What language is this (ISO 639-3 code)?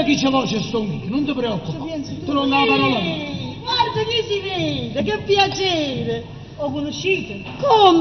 nap